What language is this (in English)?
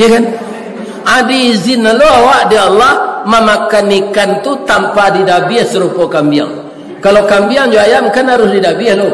Minangkabau